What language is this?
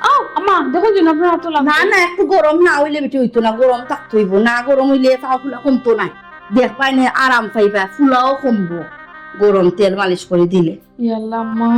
Sylheti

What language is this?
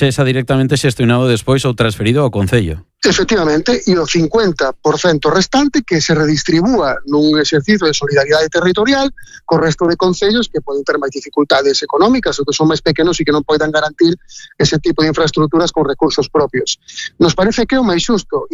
Galician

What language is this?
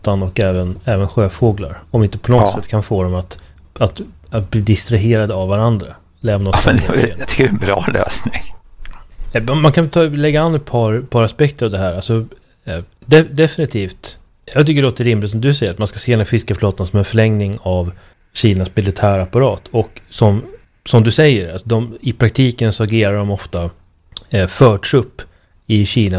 Swedish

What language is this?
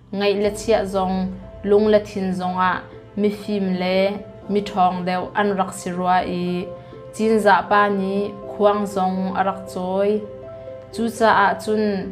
Hakha Chin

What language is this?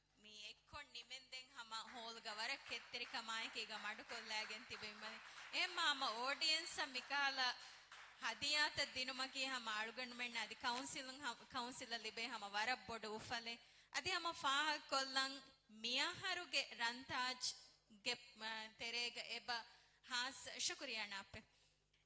Divehi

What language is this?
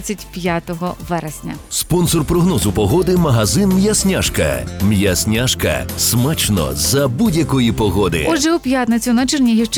Ukrainian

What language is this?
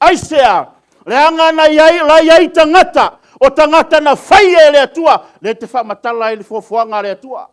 Samoan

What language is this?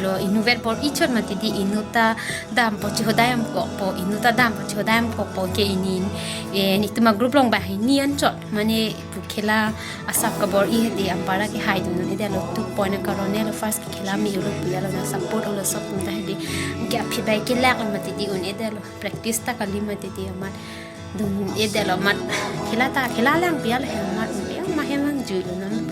Karbi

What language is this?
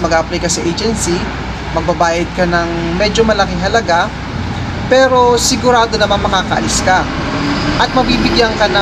Filipino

